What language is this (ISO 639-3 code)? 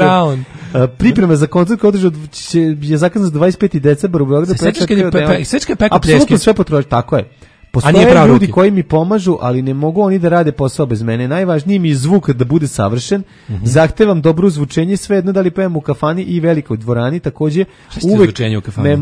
srp